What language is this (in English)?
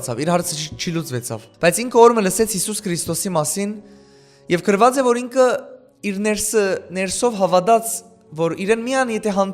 Western Armenian